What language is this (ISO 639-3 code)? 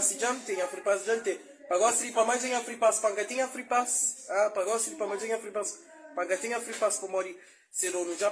kea